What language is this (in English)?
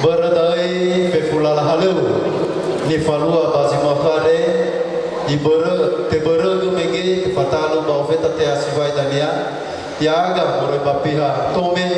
Nias